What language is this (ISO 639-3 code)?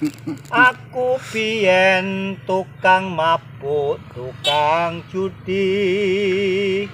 jav